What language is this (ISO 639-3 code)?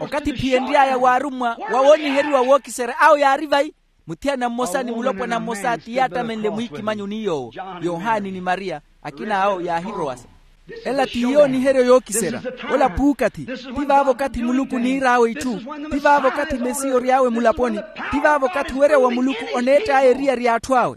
vmw